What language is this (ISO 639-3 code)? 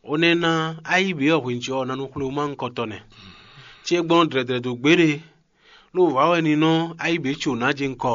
fon